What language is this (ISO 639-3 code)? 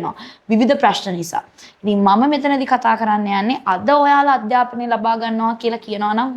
sin